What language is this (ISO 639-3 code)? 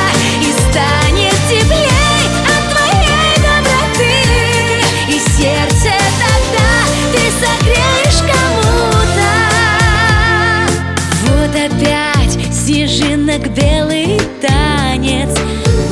rus